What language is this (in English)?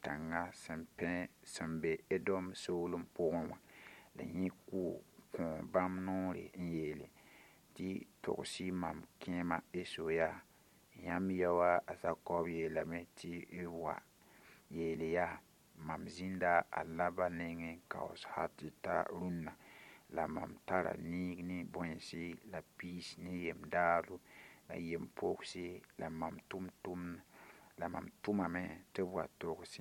Mossi